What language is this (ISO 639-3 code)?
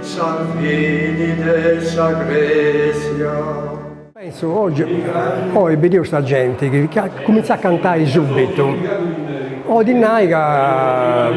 srd